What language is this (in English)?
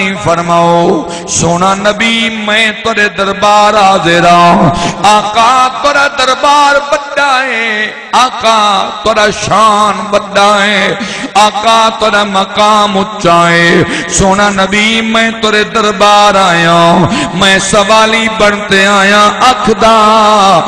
Saraiki